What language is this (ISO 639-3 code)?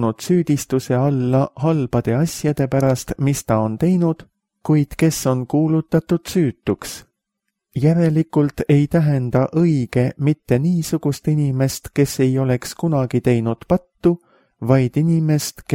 est